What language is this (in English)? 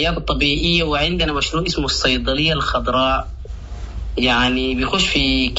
Sudanese Arabic